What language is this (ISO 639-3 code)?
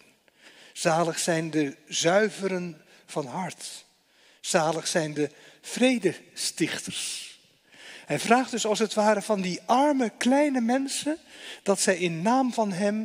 nld